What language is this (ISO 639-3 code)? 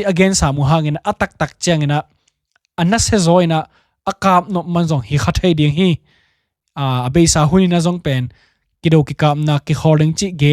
ctd